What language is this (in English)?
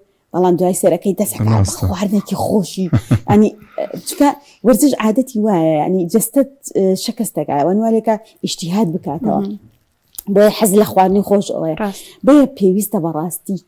Central Kurdish